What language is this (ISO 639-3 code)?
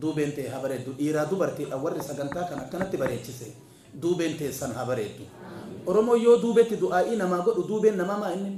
orm